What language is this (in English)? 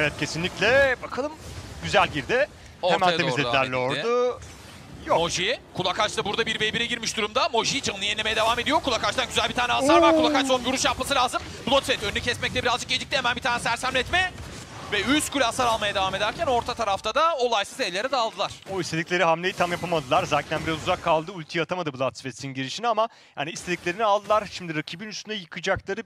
Turkish